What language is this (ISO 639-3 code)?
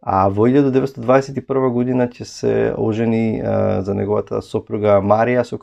mkd